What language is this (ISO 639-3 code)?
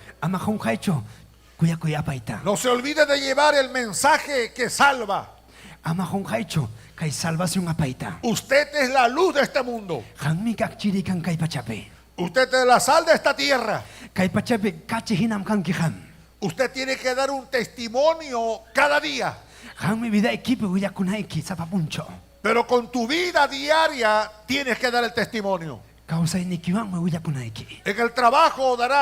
quy